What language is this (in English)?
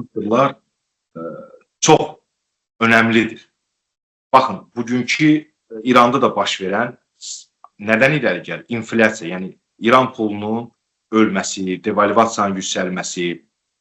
Azerbaijani